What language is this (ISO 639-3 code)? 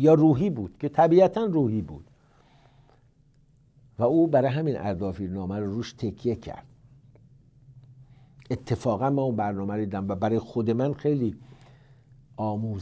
fas